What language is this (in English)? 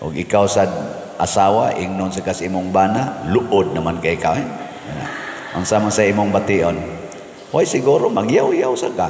Cebuano